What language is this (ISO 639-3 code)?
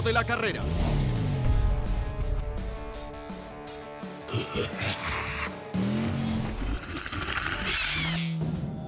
spa